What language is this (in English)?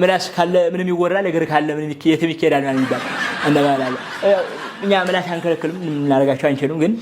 Amharic